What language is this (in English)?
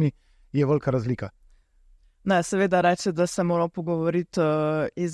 Slovenian